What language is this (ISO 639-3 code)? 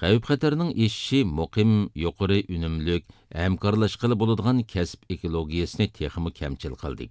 uig